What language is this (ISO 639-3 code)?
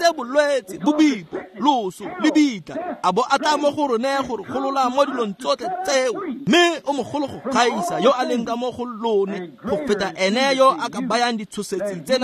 tsn